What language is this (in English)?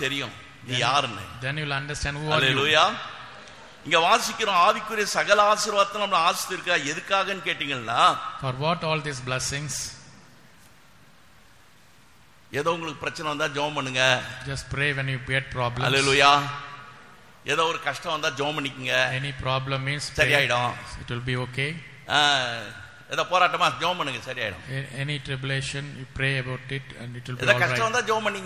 Tamil